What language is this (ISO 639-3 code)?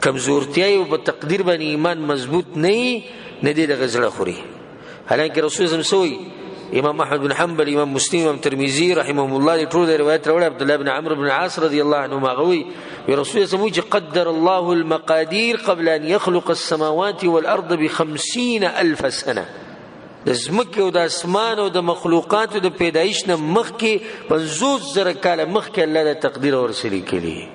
pus